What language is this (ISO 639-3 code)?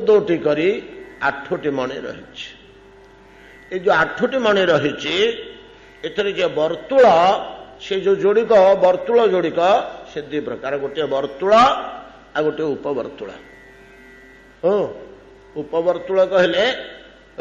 ori